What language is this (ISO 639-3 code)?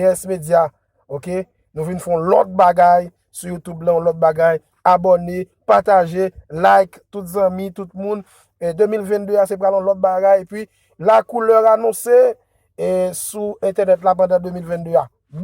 hat